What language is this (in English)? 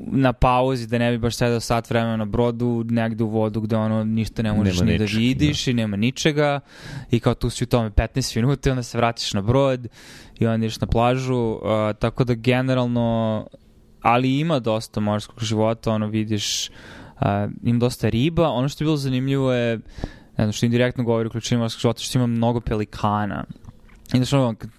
Serbian